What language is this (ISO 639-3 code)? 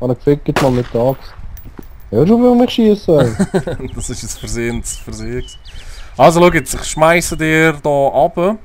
gsw